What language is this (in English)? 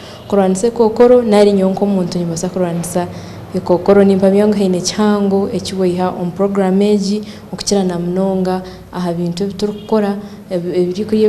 Nyankole